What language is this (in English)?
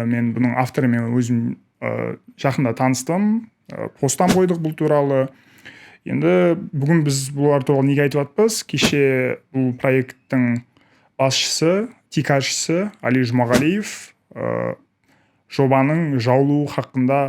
Kara-Kalpak